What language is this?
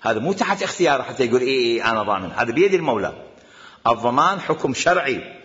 Mesopotamian Arabic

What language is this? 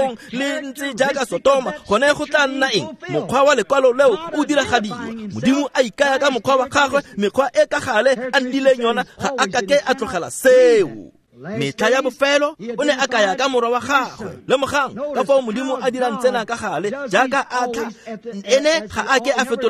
Tswana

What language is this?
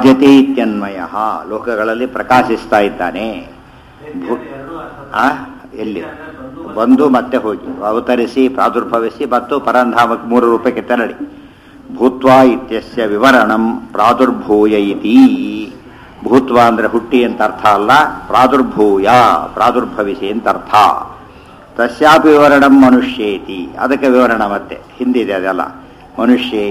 Kannada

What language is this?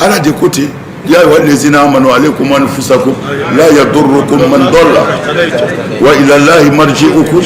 Bambara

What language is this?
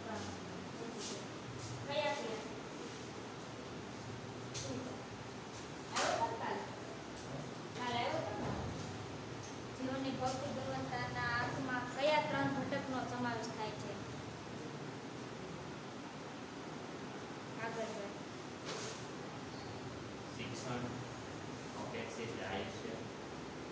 Gujarati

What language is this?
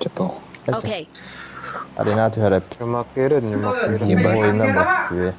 Yakut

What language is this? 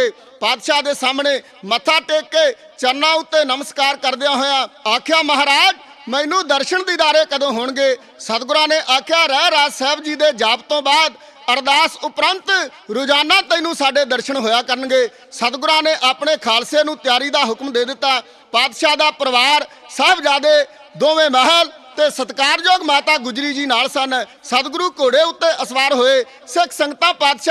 Punjabi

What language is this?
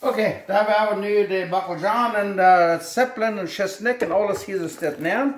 Plautdietsch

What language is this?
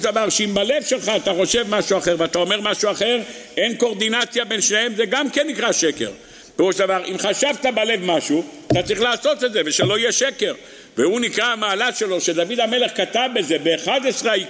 Hebrew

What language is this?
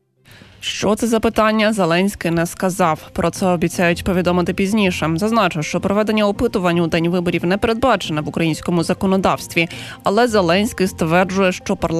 Ukrainian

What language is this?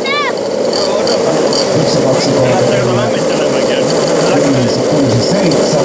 Finnish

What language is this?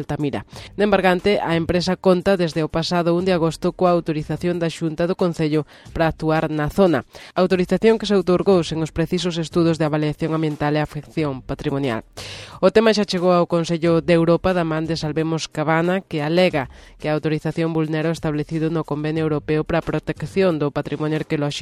Galician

